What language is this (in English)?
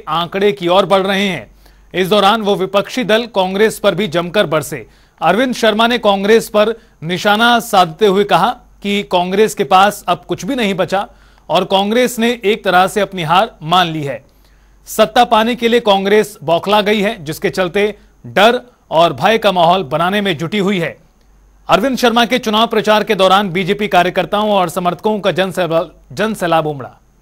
Hindi